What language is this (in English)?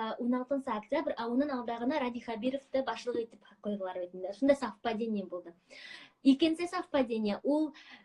Bashkir